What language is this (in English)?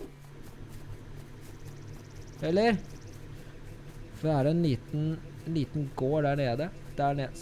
Norwegian